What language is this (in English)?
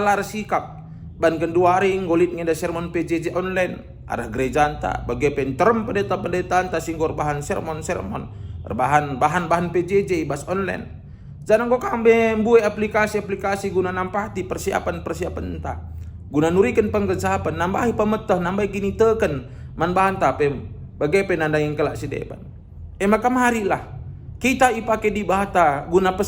Batak Karo